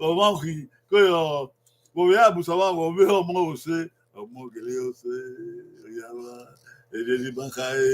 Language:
Bini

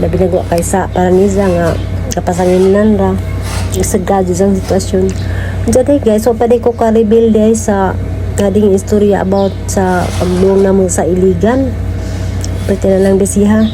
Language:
Cebuano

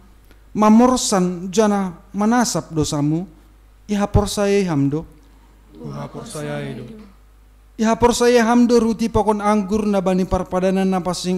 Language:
Batak Simalungun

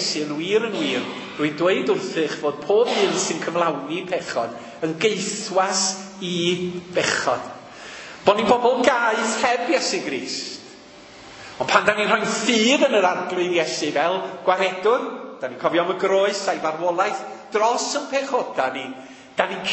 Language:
Welsh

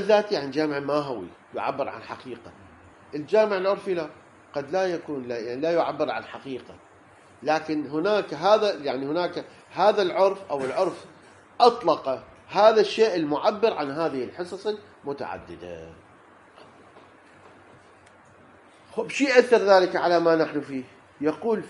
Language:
Arabic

